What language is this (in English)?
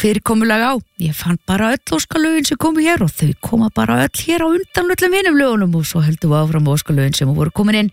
Icelandic